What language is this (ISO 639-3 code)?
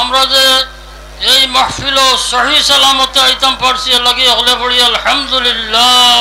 syl